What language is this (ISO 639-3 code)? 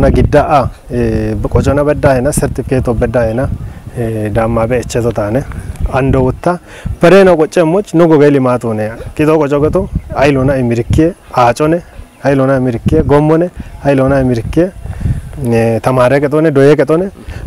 kbr